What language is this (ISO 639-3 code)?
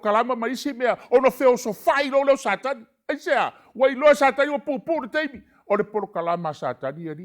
smo